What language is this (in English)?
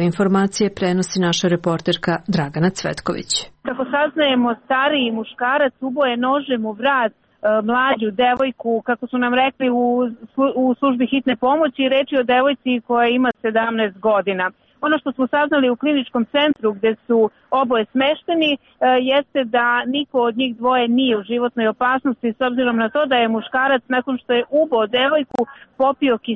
Serbian